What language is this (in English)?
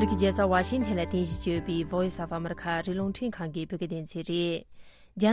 Tibetan